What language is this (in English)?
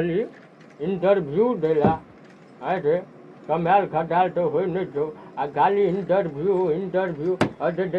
Maithili